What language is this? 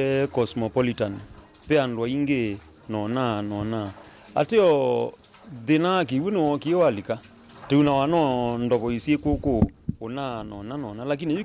Kamba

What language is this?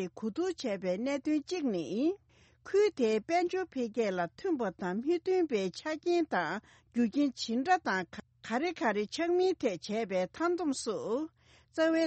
Tibetan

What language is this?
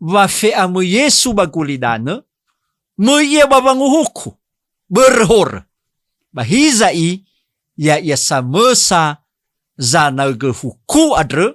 Nias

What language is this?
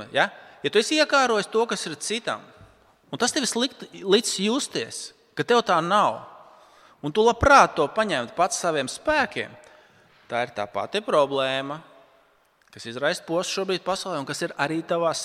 Latvian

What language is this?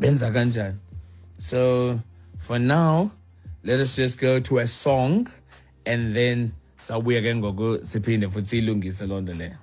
Xhosa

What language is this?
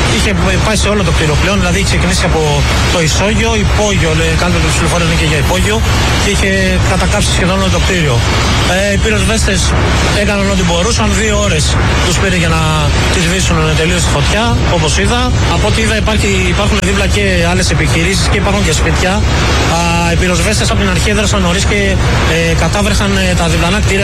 Greek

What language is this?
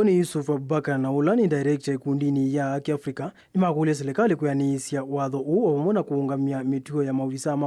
Kamba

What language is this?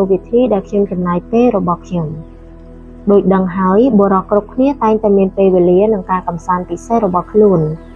Khmer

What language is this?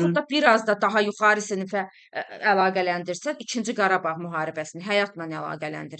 Azerbaijani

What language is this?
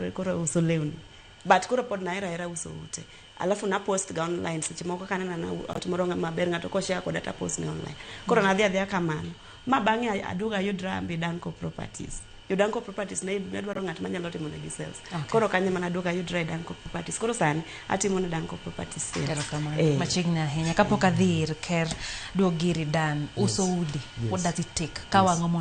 Luo (Kenya and Tanzania)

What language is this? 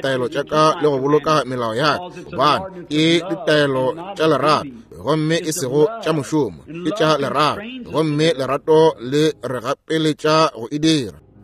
Northern Sotho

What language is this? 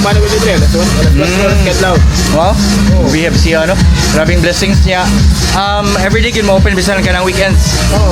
Cebuano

